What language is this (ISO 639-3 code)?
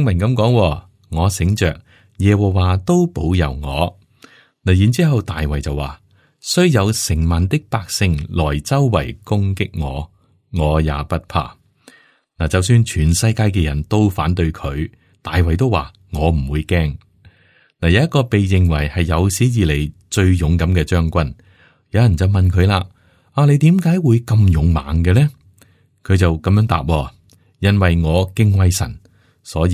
yue